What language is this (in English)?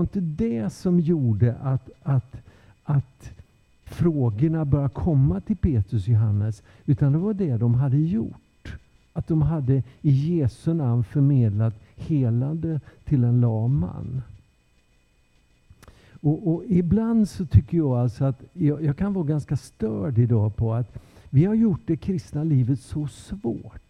Swedish